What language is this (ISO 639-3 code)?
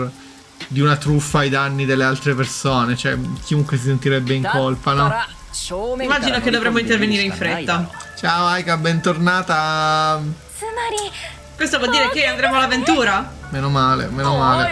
ita